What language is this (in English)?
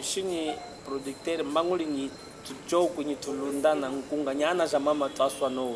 Chokwe